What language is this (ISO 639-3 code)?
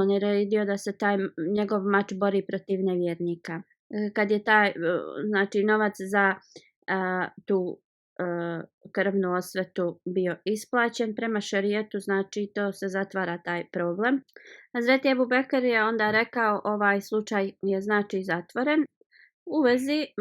bos